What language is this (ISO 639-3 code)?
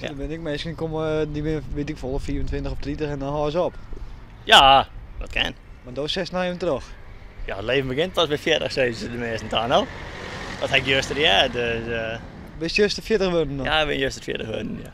fry